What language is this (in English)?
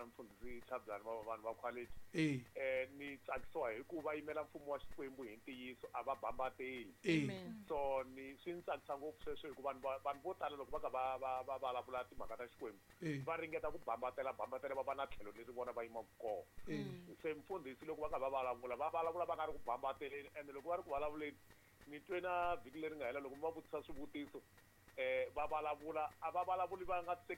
Tsonga